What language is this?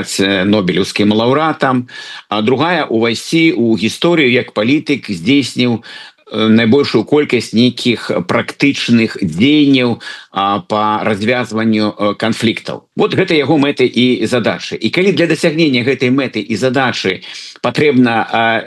Belarusian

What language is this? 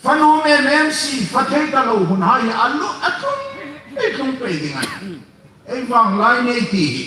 Hmar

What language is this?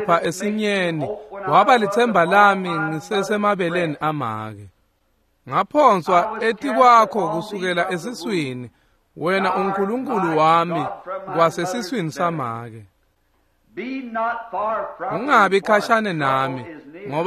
Swati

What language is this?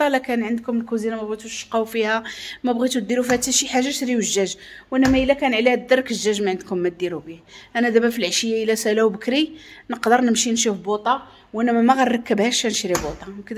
Moroccan Arabic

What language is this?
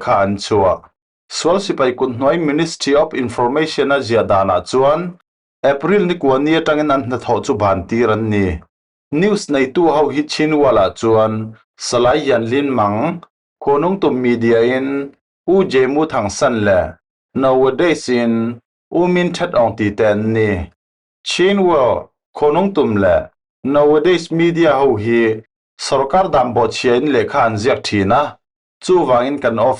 Falam Chin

